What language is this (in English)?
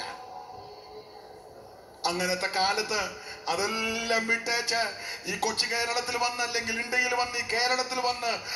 Malayalam